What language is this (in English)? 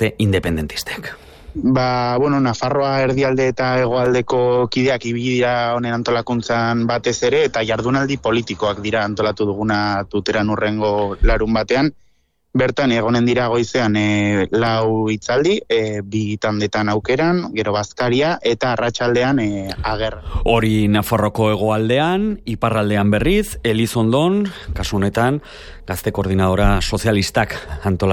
Basque